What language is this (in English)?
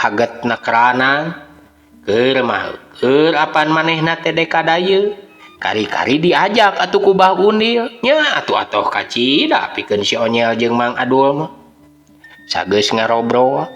Sundanese